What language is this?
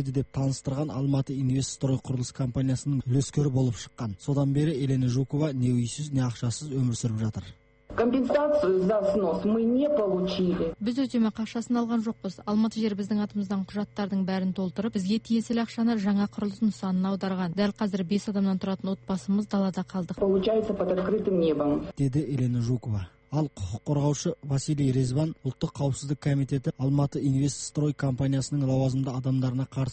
Kazakh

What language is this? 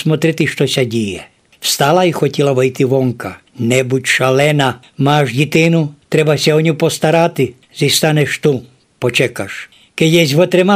Rusyn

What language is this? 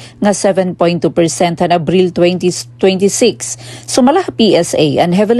Waray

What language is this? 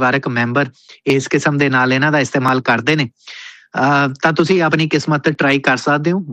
Punjabi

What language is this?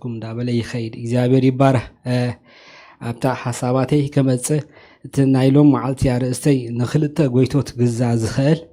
Tigrinya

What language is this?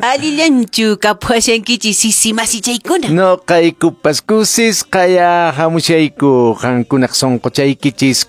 Quechua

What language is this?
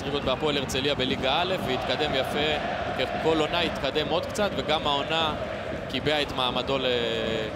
Hebrew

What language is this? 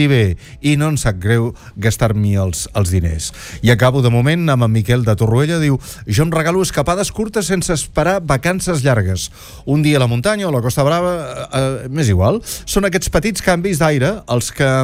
Catalan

